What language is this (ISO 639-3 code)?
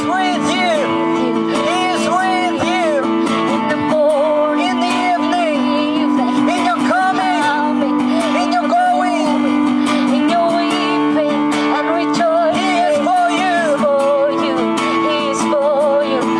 nag